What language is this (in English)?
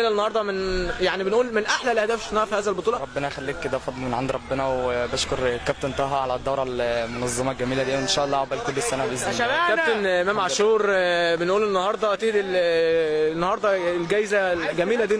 Egyptian Arabic